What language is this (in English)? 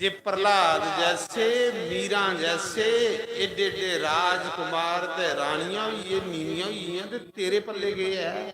Dogri